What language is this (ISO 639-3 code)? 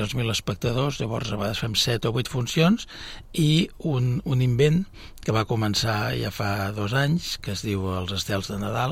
cat